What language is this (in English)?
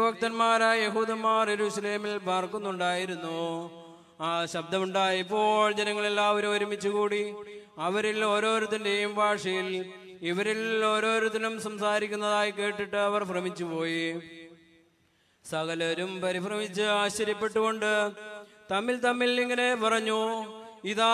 Malayalam